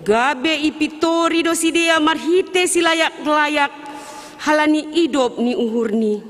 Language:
Batak Simalungun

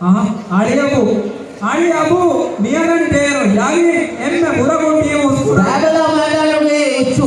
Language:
Divehi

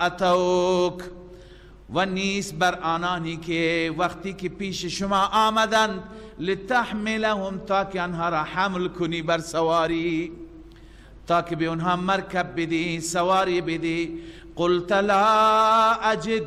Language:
Persian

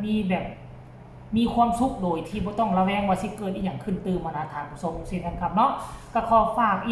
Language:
Lao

